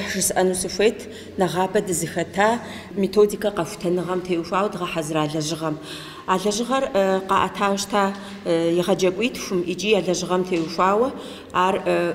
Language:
Kabardian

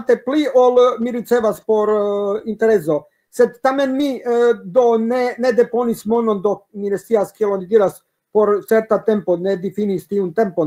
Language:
Esperanto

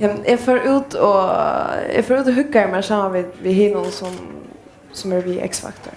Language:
Faroese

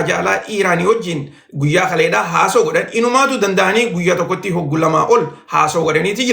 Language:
Oromo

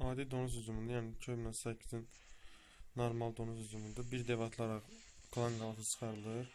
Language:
Azerbaijani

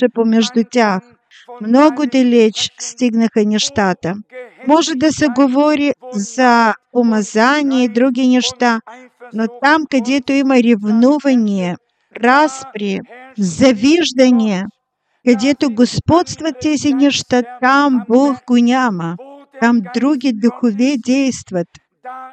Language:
Bulgarian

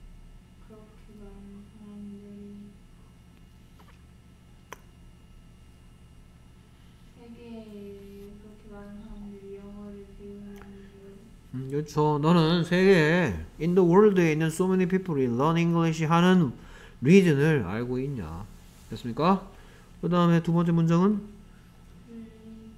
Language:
Korean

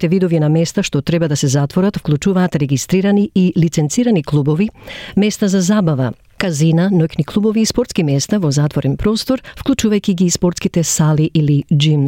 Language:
Macedonian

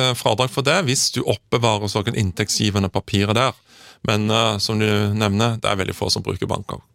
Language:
Norwegian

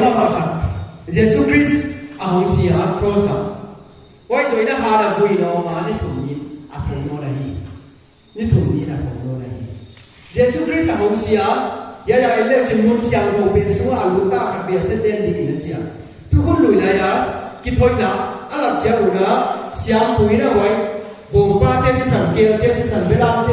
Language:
Paite Chin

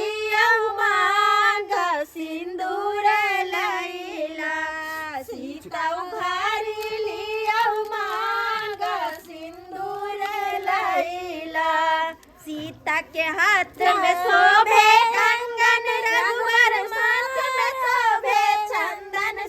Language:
Maithili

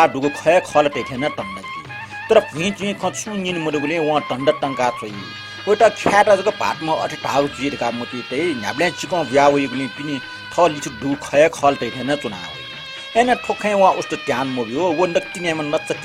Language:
Newari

